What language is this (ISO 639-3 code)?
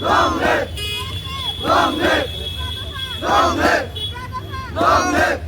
trp